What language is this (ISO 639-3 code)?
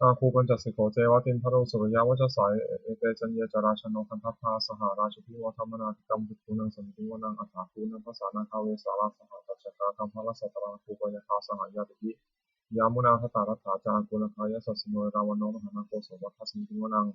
pli